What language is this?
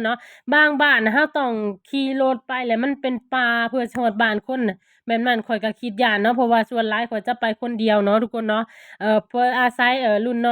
Lao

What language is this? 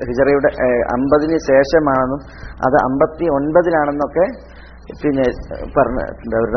Malayalam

